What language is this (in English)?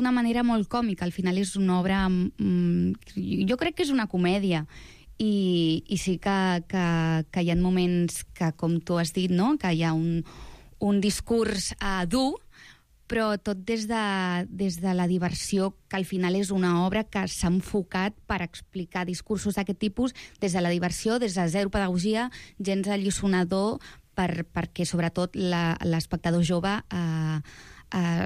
Catalan